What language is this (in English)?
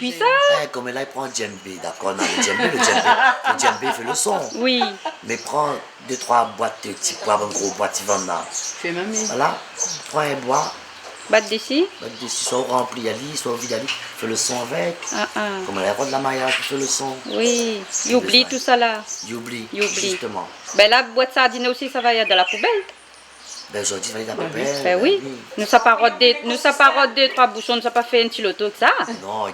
Réunion Creole French